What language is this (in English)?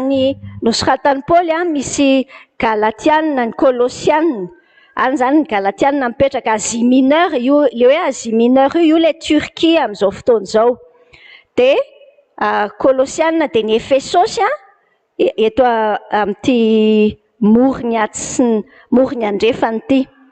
Malagasy